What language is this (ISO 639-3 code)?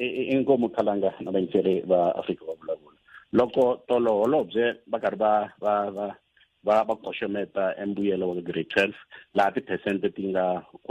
tso